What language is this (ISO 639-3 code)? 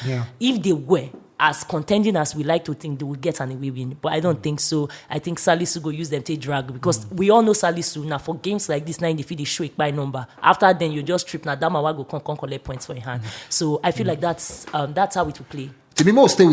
pcm